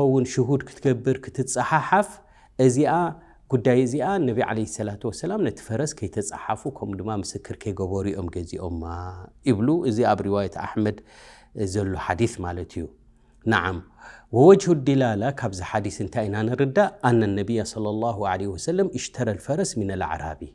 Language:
Tigrinya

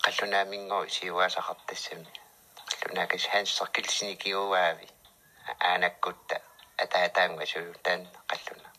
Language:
Kalaallisut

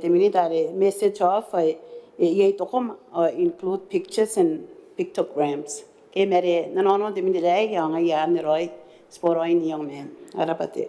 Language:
Gilbertese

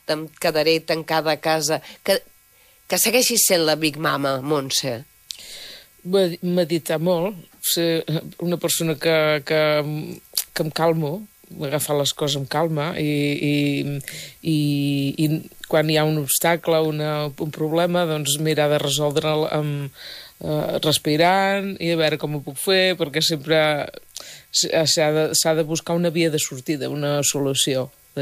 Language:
Catalan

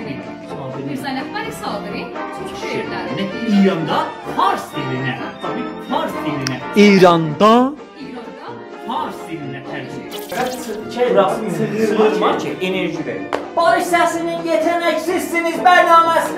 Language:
South Azerbaijani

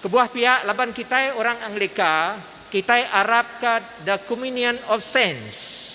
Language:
Iban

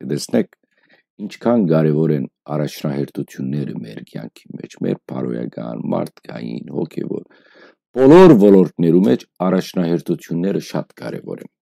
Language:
Western Armenian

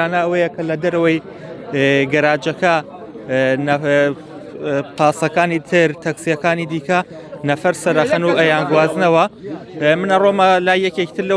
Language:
Central Kurdish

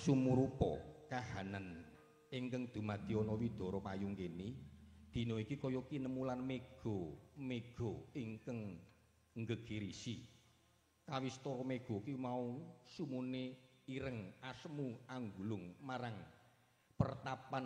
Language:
Javanese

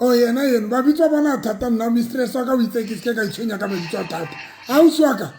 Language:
Southern Sotho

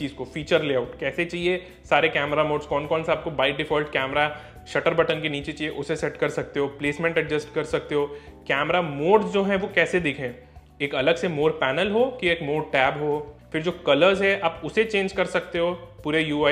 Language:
Hindi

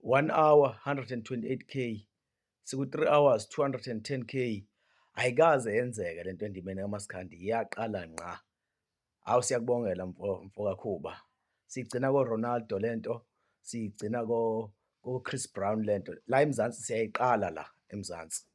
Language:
Zulu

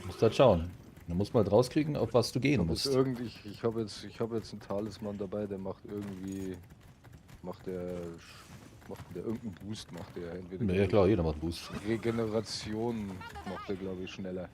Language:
Bavarian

